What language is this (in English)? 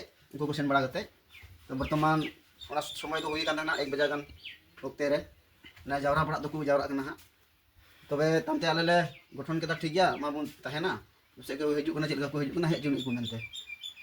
Santali